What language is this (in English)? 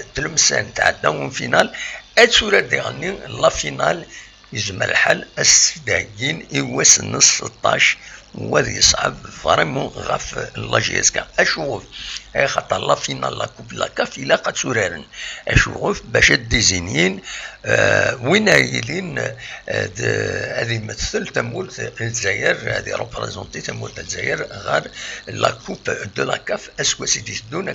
Kabyle